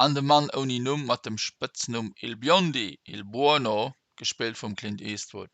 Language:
Luxembourgish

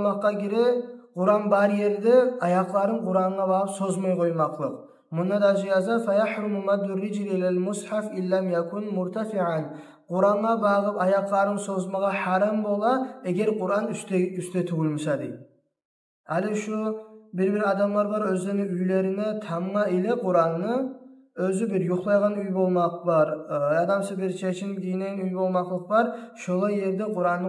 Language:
Kumyk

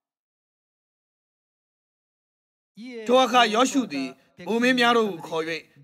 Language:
Burmese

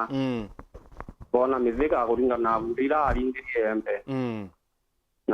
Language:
Meru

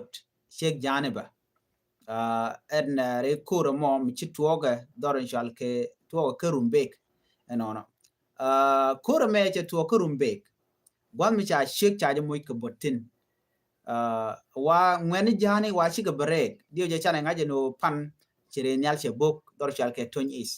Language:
Nuer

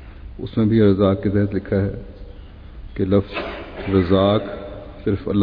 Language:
Urdu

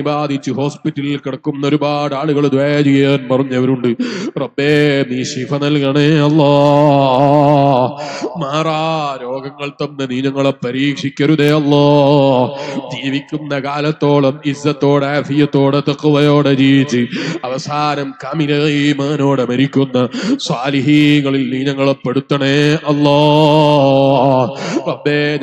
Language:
Malayalam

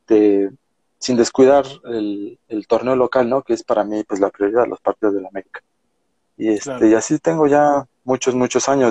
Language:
Spanish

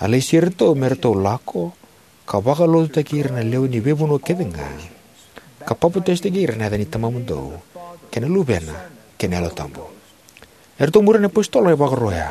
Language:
Fijian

